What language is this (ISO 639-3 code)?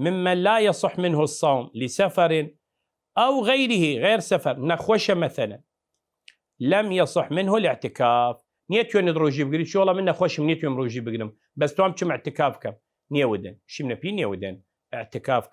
sdh